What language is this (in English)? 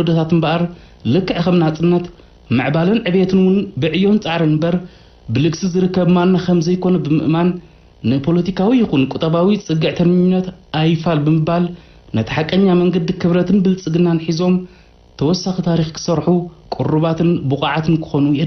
Tigrinya